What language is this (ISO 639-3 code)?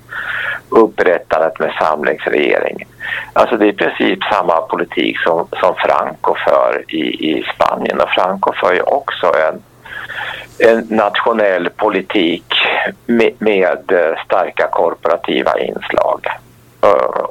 swe